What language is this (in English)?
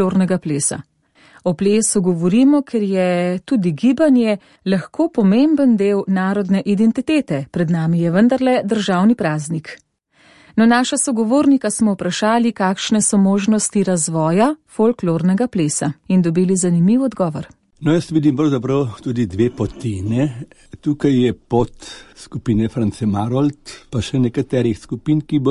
Slovenian